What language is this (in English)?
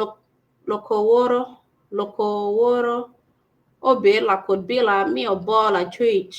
Acoli